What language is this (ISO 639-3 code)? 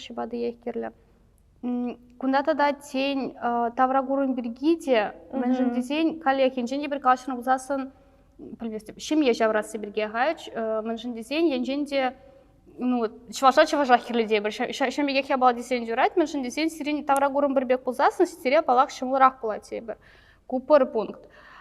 chv